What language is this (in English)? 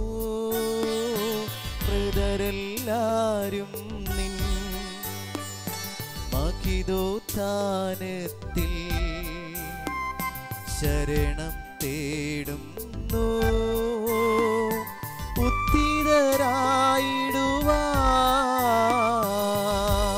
Malayalam